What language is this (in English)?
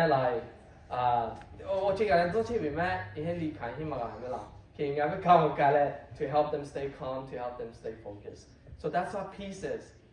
Lahu